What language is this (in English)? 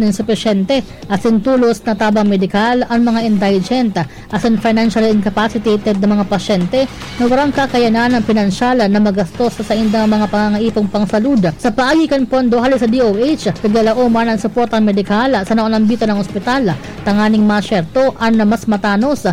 Bikol